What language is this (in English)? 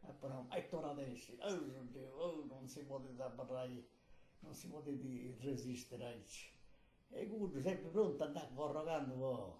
Sardinian